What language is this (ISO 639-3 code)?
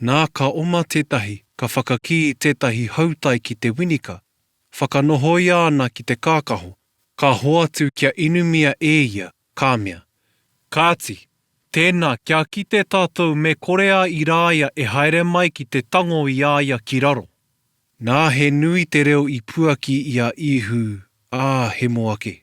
mri